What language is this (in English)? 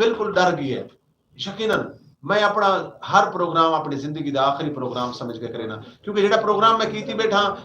Saraiki